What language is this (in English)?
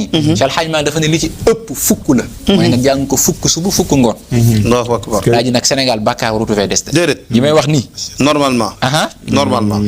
Wolof